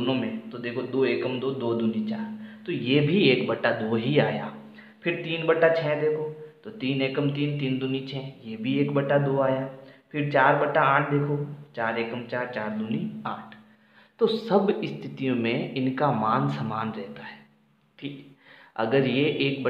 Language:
Hindi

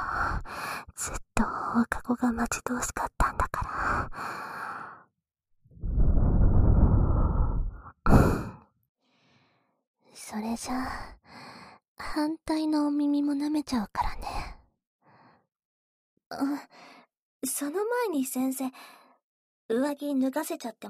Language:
Japanese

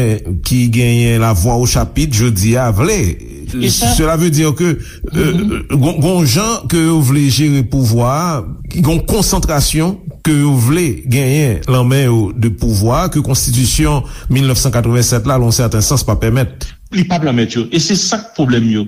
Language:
Haitian Creole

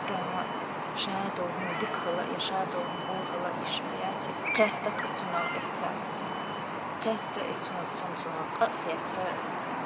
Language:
Chechen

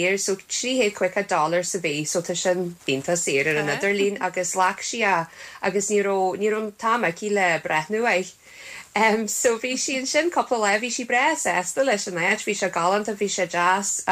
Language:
Irish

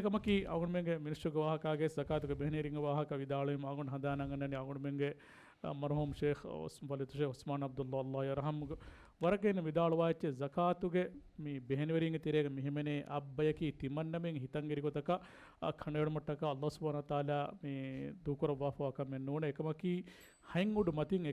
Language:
Divehi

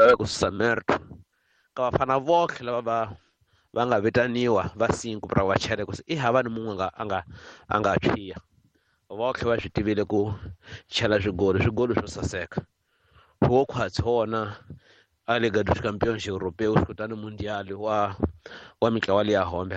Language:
Tsonga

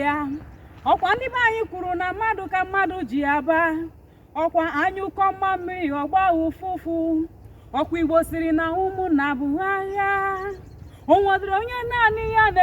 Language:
Igbo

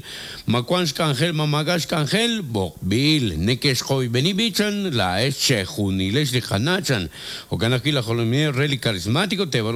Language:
Kekchí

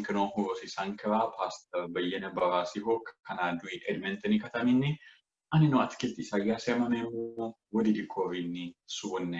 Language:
Sidamo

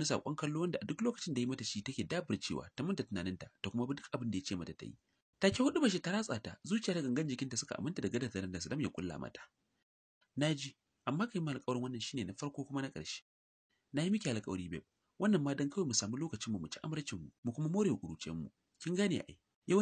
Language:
Hausa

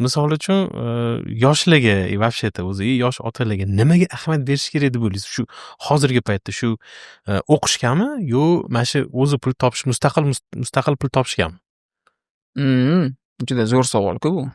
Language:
Uzbek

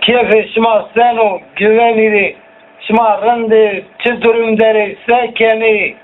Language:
Zaza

